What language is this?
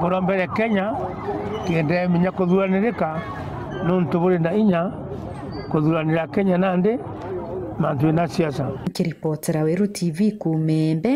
Meru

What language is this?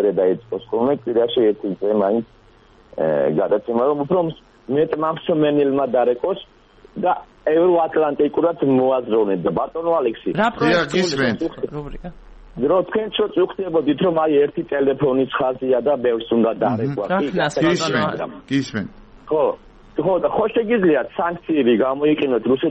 Georgian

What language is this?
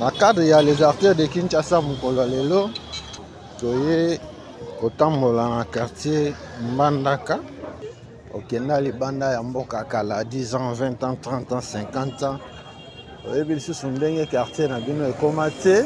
Lingala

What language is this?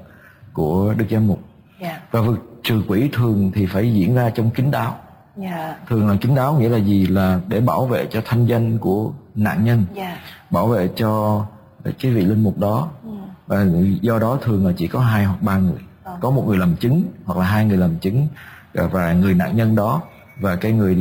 Vietnamese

